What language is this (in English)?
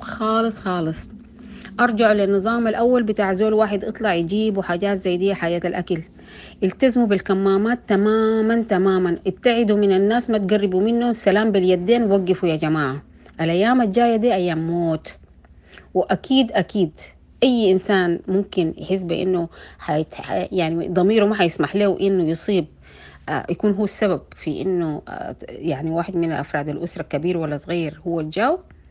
Sudanese Arabic